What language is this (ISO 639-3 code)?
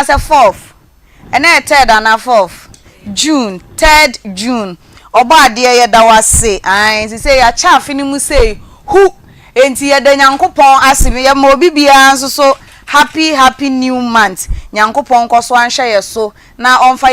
aka